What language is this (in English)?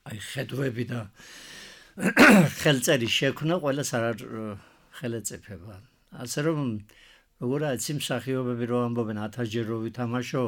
Georgian